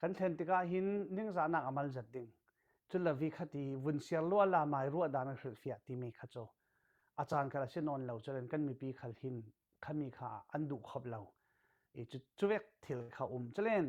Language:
Falam Chin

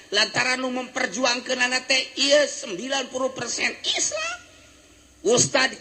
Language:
Sundanese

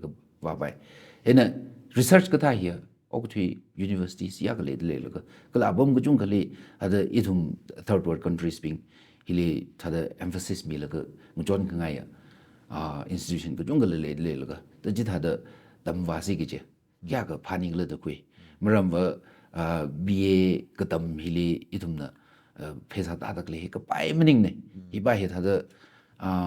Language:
Tangkhul Naga (India)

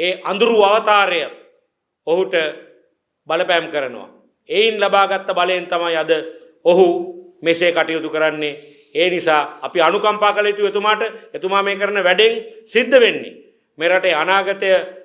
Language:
Sinhala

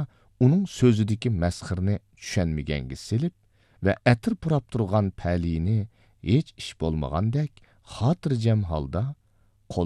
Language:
Uyghur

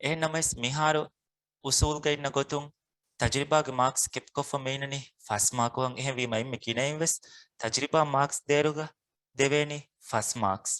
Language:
Divehi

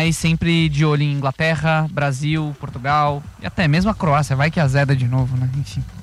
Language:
Portuguese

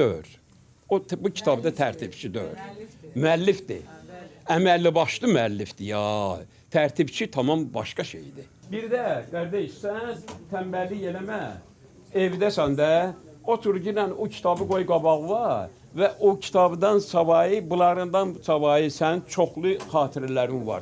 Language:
Azerbaijani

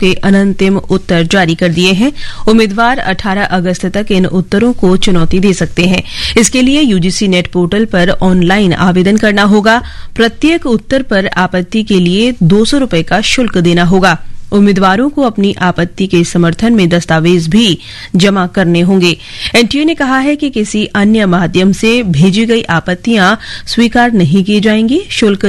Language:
Hindi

